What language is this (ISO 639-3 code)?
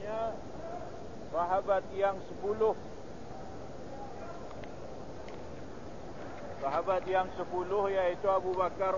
msa